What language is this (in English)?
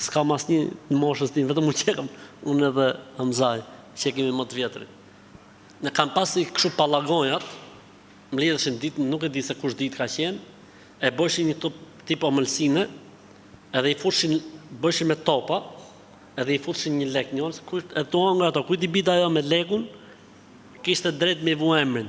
Albanian